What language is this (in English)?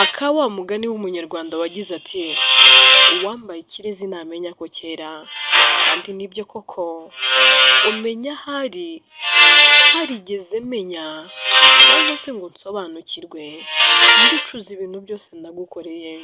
Kinyarwanda